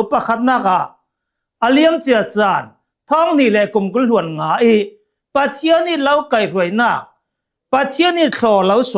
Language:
Hakha Chin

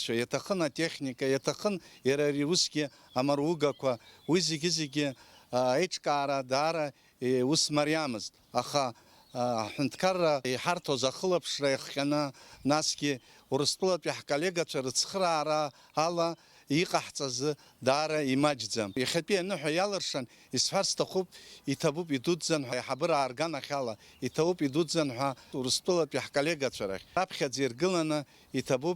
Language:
Abkhazian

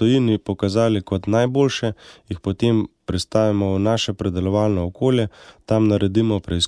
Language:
Slovenian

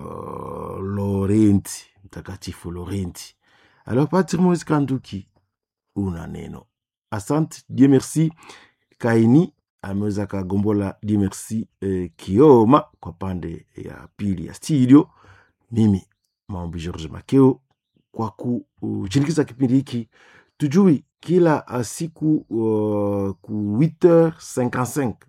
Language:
Swahili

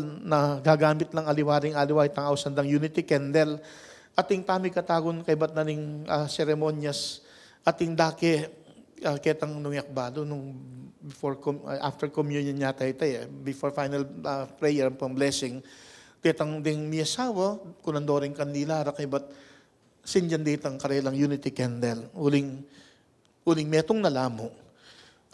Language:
Pampanga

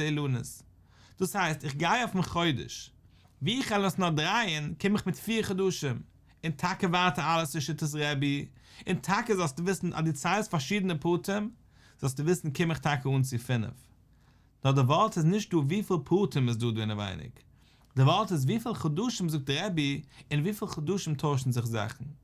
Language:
Yiddish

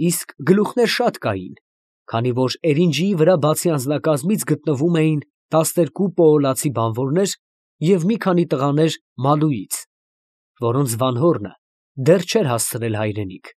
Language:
Armenian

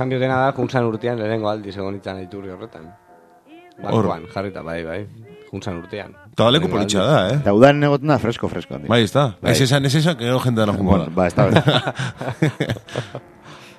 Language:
Basque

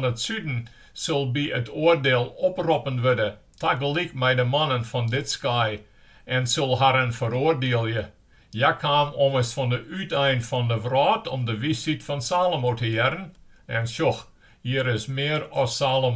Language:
Western Frisian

